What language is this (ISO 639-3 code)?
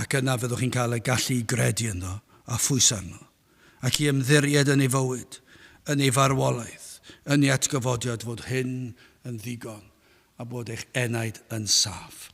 cym